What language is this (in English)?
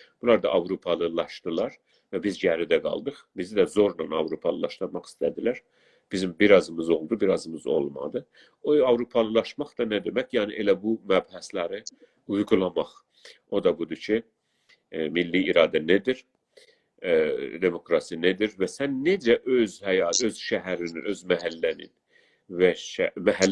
South Azerbaijani